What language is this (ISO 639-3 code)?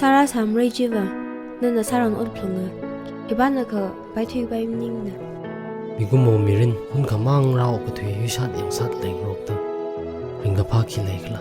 nmf